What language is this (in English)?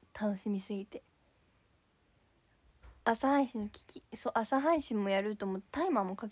Japanese